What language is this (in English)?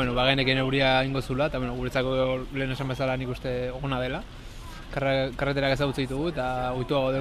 Basque